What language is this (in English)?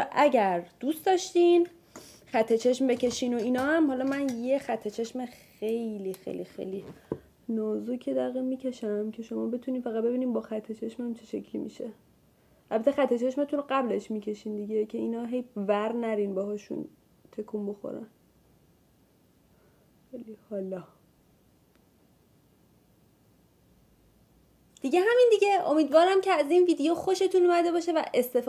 Persian